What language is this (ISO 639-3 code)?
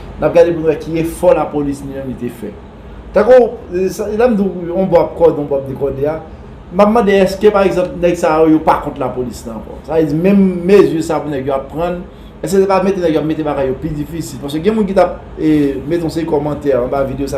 hat